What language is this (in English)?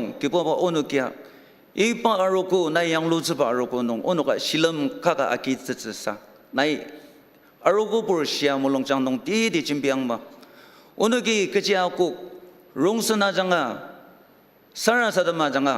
Ao Naga